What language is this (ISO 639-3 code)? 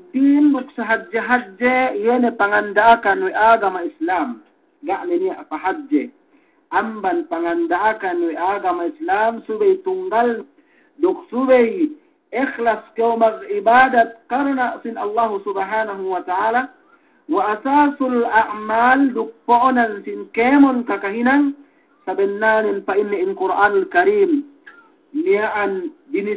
yka